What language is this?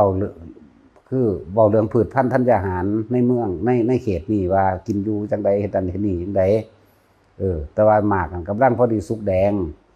Northeastern Thai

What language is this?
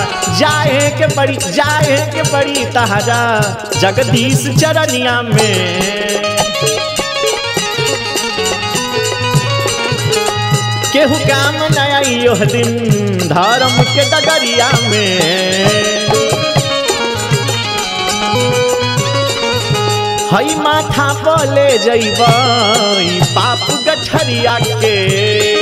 Bhojpuri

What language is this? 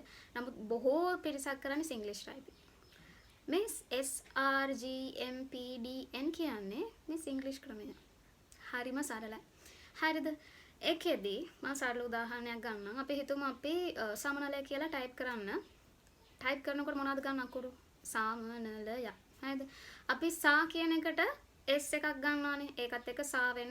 Sinhala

